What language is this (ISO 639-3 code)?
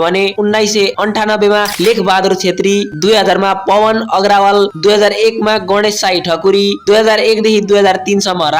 nep